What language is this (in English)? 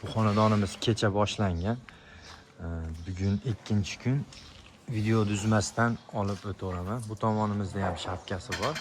Uzbek